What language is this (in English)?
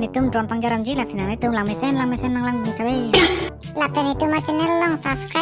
Karbi